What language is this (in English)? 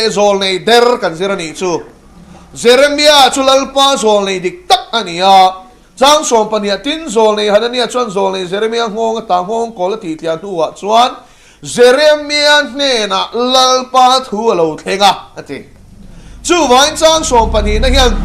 Mizo